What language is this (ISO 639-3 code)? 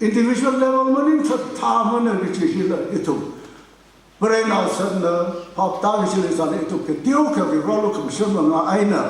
nmf